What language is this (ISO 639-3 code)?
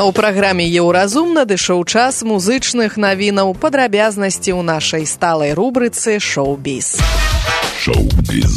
bel